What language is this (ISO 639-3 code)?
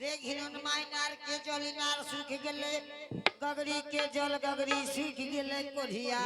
anp